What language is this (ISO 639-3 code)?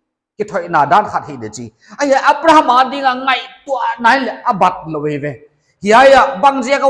pck